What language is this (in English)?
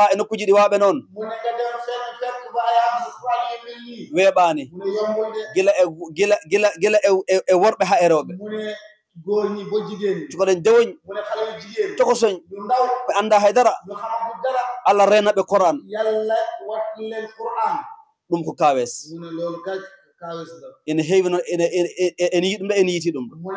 Fula